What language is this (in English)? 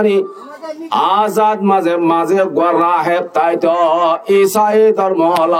Rohingya